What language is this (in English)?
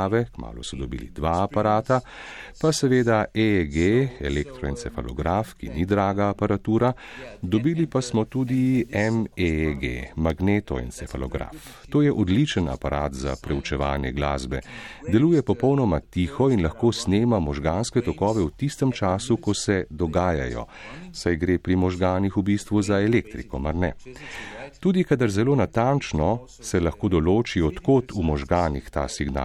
Slovenian